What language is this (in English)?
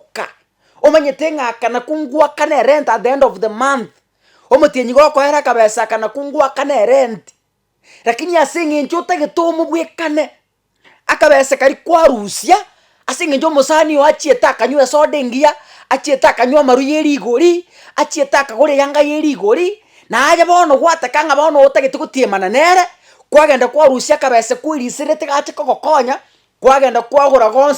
Gusii